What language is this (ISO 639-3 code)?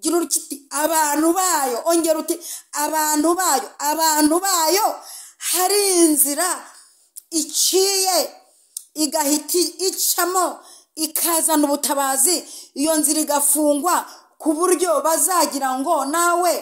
kin